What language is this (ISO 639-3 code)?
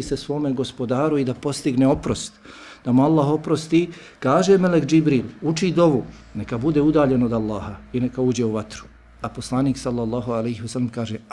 bos